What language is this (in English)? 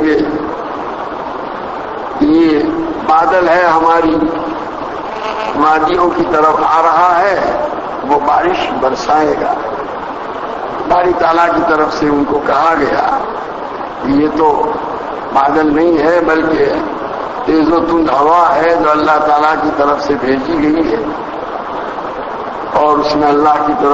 Urdu